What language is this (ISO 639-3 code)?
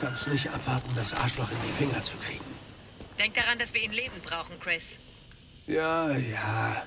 bar